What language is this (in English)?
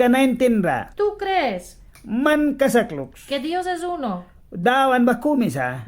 Mískito